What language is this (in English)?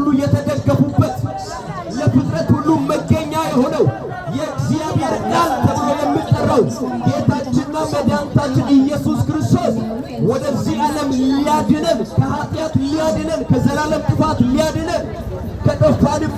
Amharic